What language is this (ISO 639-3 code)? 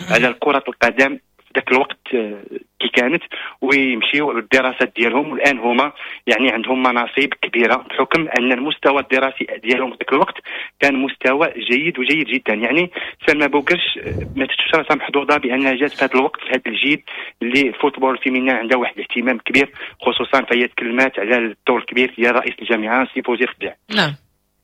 ary